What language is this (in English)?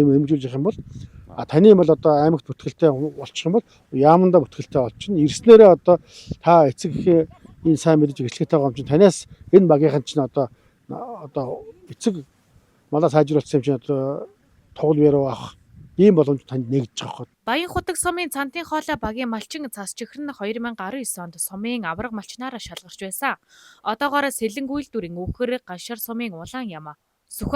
Mongolian